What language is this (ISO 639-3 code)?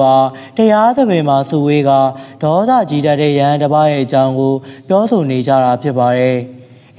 mya